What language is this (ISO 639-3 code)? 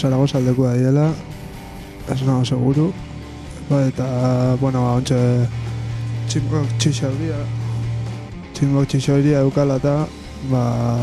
eus